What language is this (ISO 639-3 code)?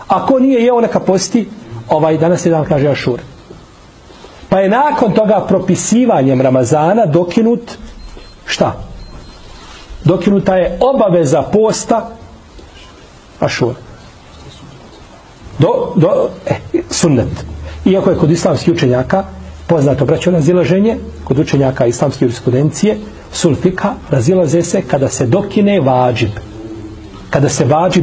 bos